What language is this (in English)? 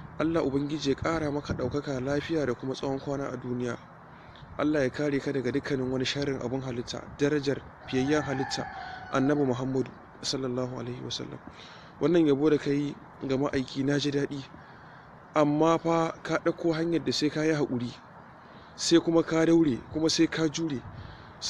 Hausa